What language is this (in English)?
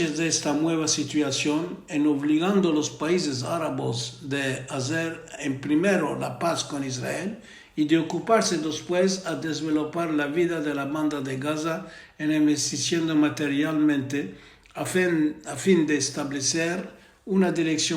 Ladino